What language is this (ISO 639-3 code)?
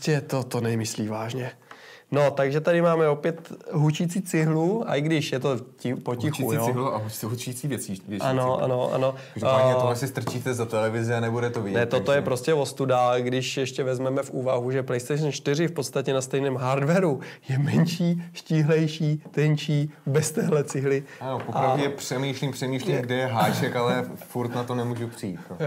ces